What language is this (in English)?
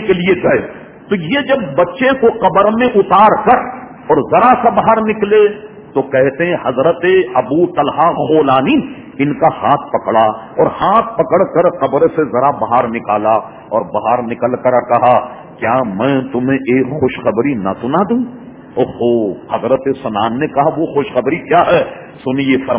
Urdu